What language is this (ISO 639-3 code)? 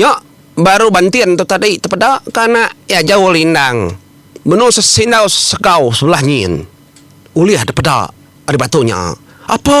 iba